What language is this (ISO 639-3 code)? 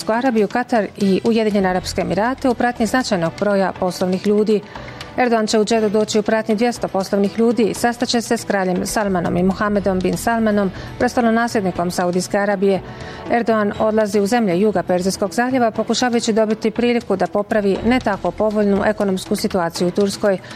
bos